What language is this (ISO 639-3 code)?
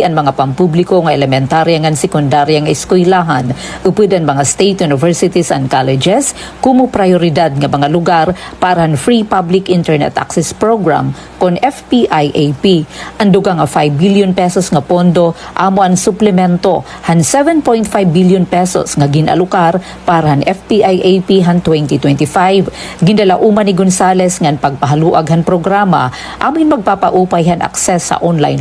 war